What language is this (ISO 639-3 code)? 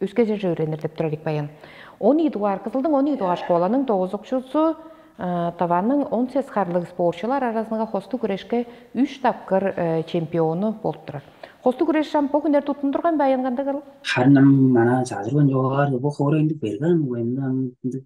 tyv